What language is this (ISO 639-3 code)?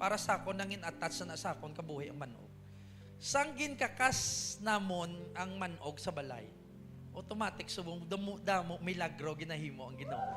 hil